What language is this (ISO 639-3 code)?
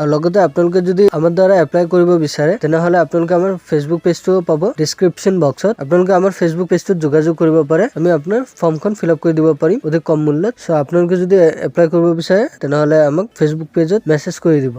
asm